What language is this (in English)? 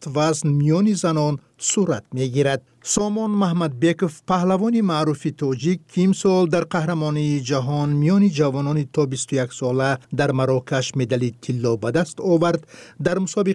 Persian